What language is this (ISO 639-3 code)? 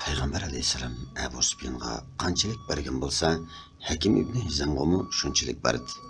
uig